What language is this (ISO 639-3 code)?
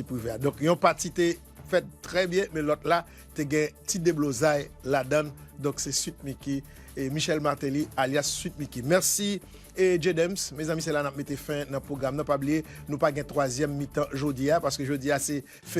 hat